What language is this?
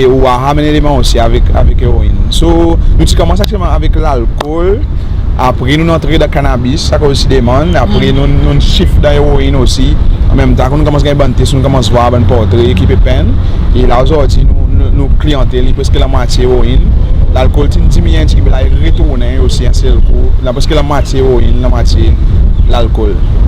Seselwa Creole French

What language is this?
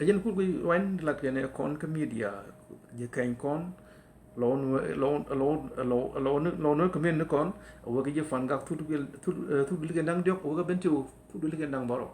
Nuer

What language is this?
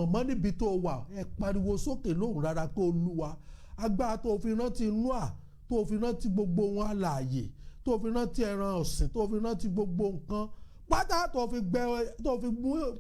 Yoruba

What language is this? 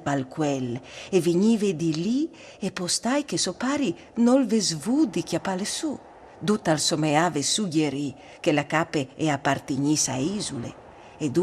Friulian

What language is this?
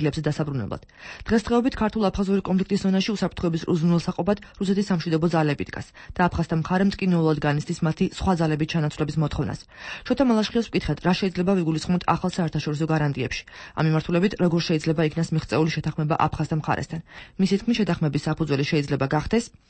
Georgian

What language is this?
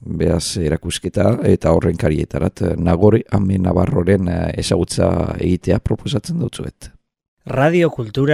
Basque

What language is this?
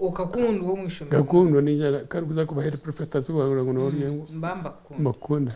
Nyankole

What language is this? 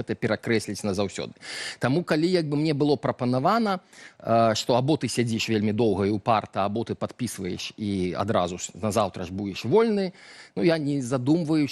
Belarusian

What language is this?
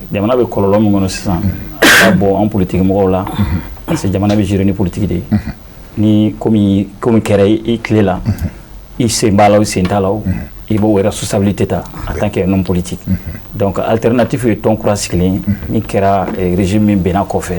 Bambara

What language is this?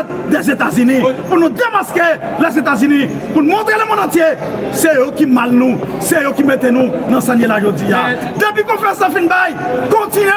Haitian Creole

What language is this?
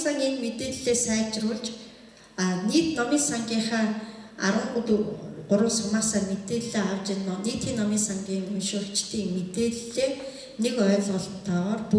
Mongolian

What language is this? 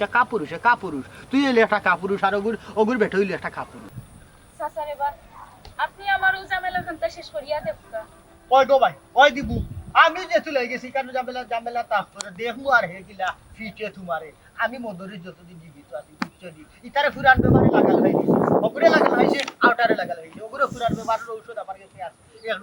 Sylheti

